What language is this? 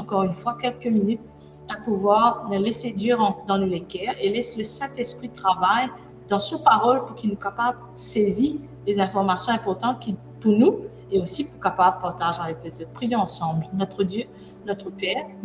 Morisyen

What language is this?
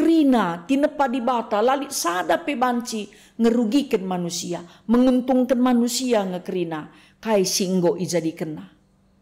Batak Karo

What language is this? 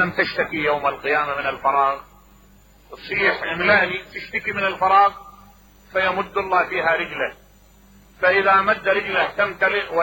Mesopotamian Arabic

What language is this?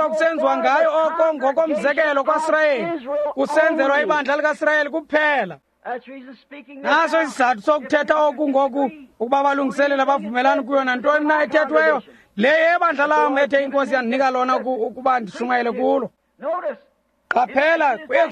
Xhosa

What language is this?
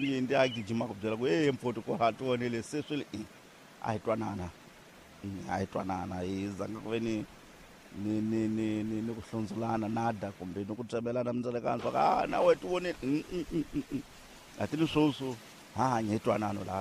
Tsonga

